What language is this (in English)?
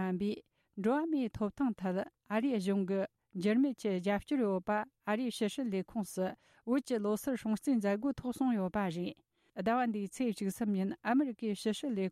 Tibetan